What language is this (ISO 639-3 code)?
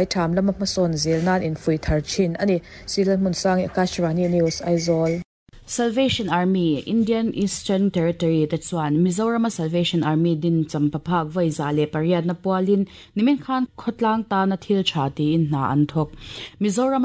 lus